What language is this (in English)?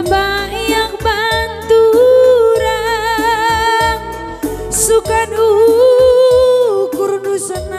Batak Karo